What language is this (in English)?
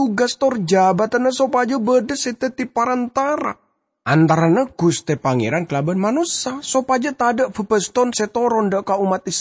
Madurese